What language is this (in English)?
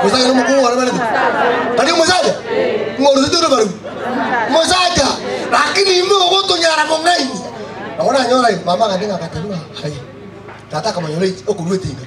Gusii